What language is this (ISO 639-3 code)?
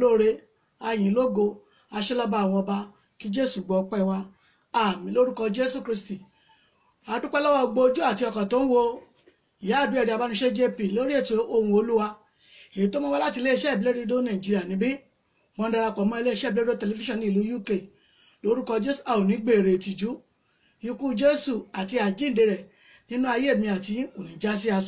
yor